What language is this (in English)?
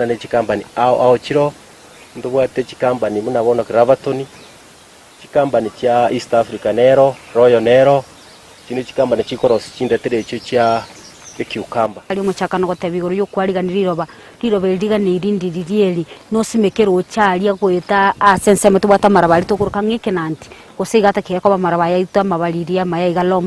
Gusii